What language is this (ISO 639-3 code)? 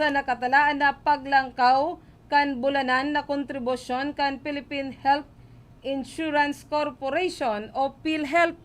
bik